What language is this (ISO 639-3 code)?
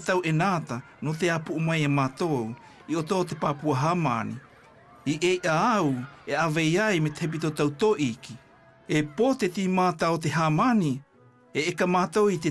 mqm